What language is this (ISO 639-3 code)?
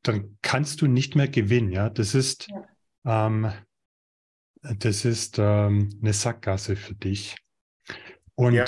deu